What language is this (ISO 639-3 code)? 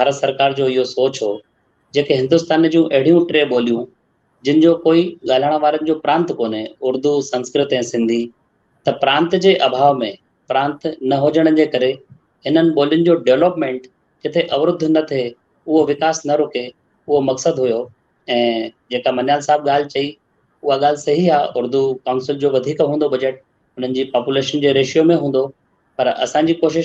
snd